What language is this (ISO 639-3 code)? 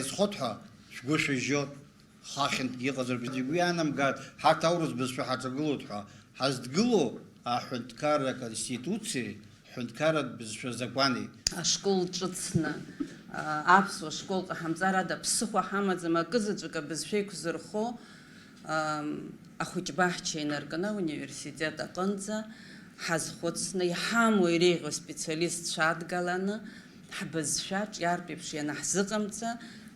abk